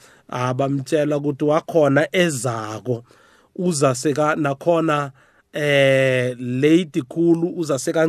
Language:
South Ndebele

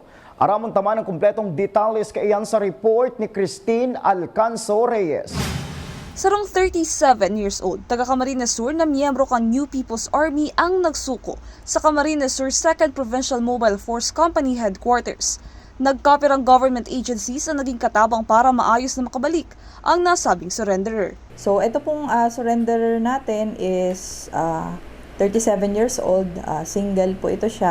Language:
Bikol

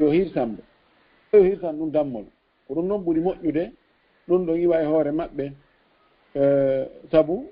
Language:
Fula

